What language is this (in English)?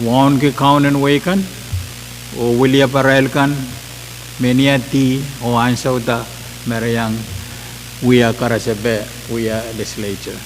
Pohnpeian